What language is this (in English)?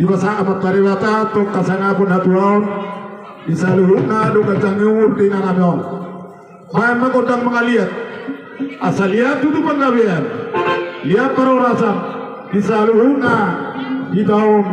Batak Toba